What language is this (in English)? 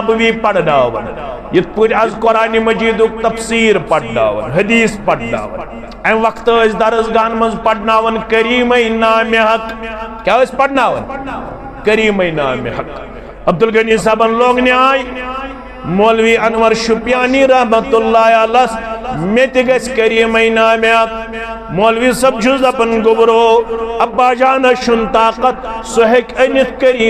Kashmiri